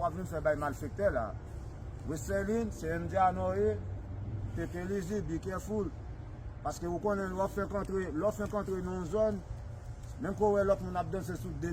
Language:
Haitian Creole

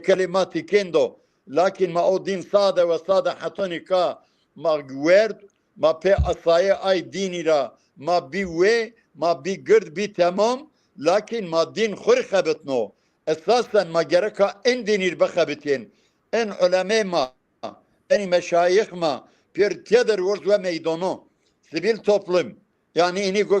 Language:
Zaza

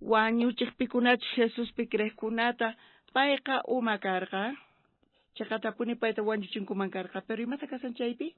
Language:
South Bolivian Quechua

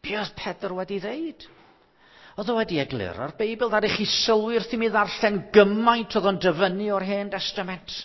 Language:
Welsh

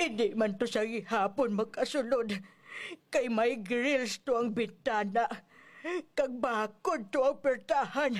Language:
Hiligaynon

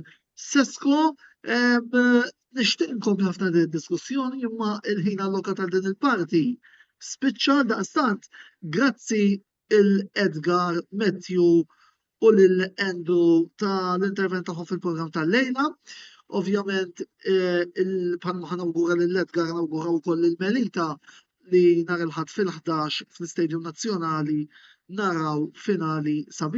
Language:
Maltese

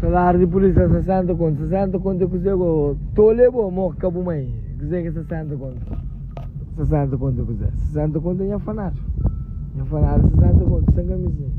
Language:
Kabuverdianu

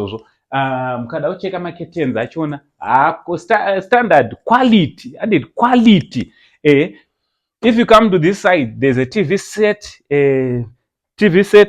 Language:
Shona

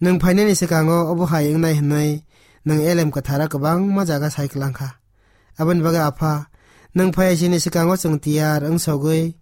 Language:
Kok Borok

